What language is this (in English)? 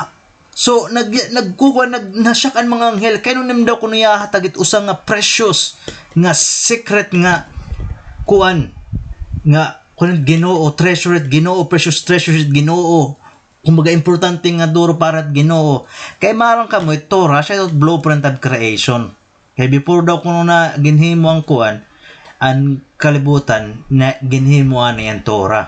Waray